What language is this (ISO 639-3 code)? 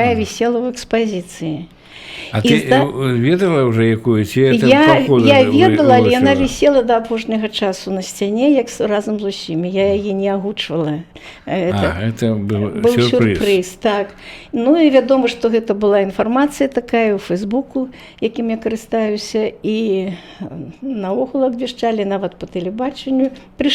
bel